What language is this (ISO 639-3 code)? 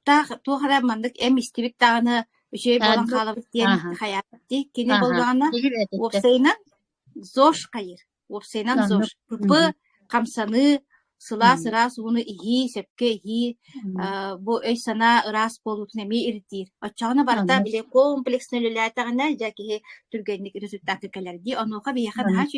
sah